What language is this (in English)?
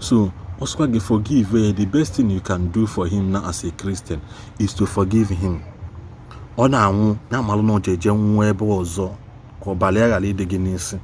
Igbo